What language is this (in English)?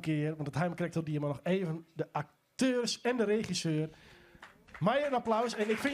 Western Frisian